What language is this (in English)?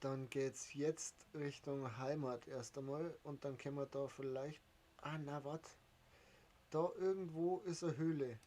Bavarian